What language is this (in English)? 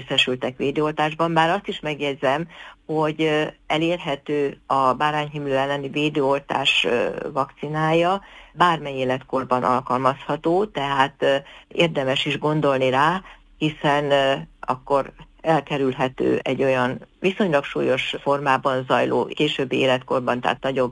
Hungarian